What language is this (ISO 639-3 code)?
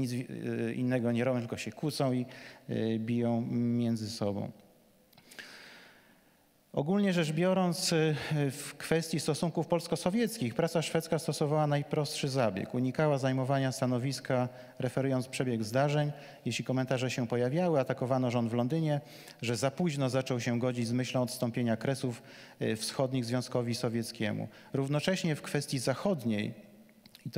pol